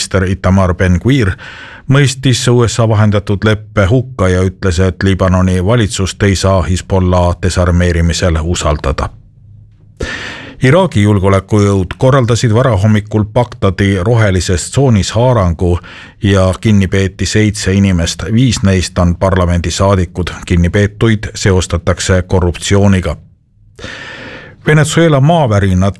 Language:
Estonian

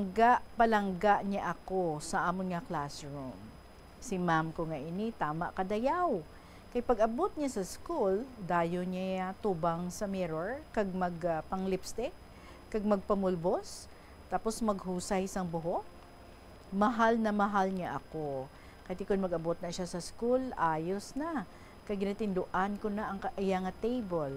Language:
Hiligaynon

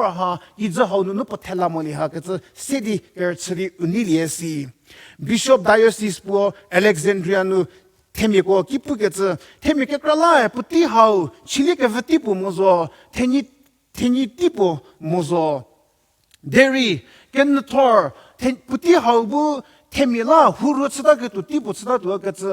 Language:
Angami Naga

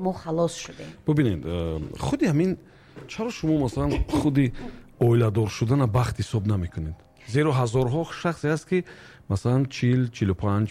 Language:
Tajik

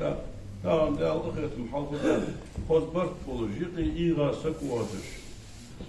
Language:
Ingush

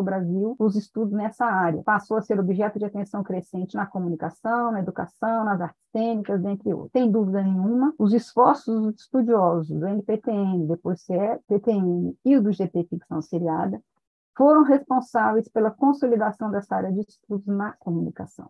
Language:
Portuguese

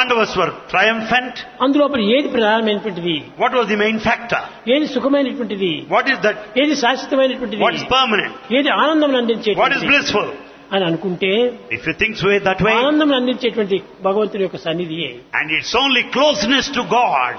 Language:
Telugu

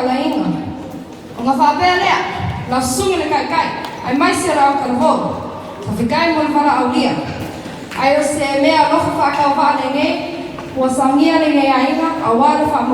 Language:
Samoan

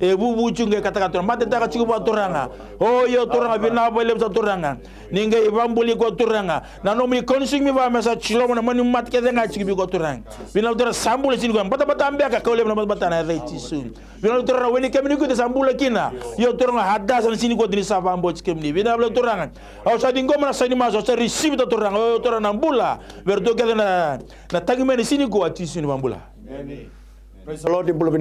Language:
Fijian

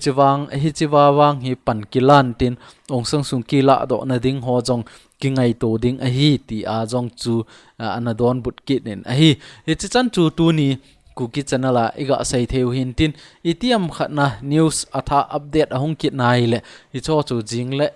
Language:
Thado Chin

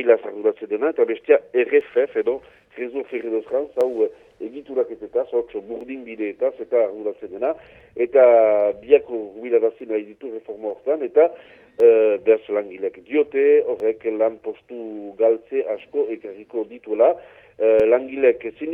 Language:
Basque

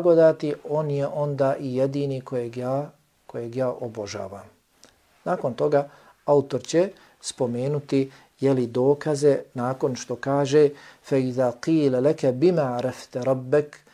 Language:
Bosnian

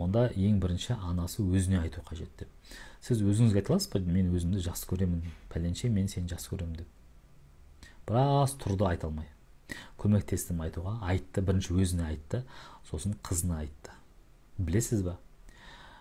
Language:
Kazakh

